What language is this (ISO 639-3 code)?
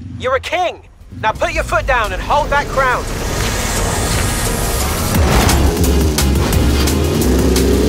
eng